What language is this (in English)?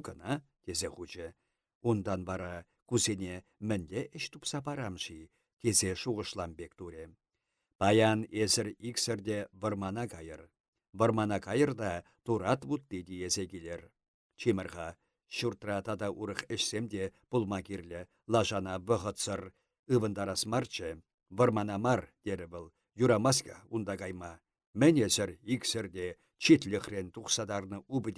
Chuvash